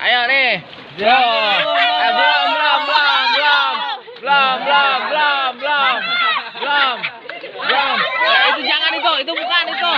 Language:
Betawi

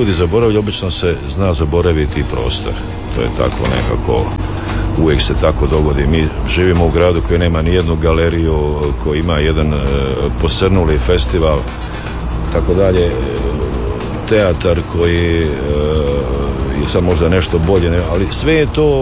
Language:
Croatian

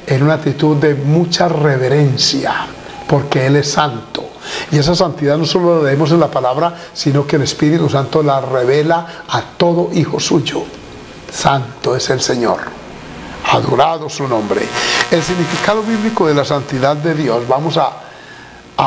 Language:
Spanish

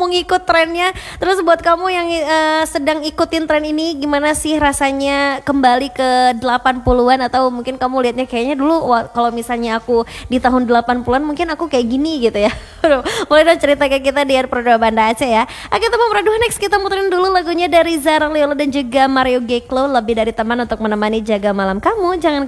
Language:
Indonesian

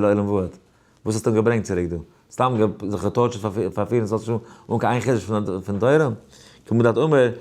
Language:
Yiddish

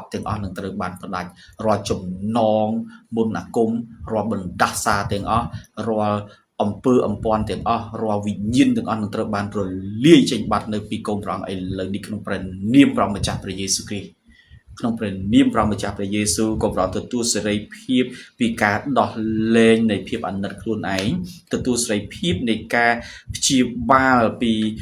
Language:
Khmer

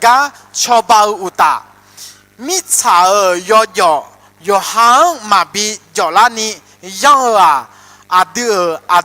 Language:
Akha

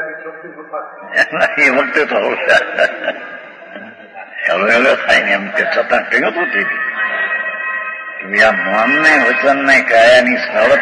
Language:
Gujarati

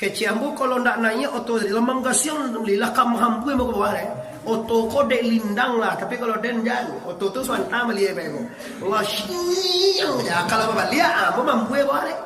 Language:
Minangkabau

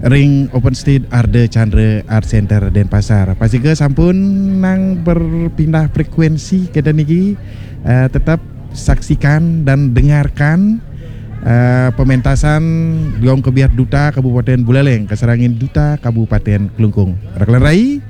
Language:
Balinese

